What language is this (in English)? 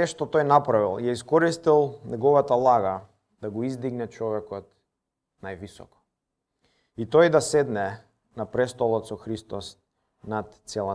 Macedonian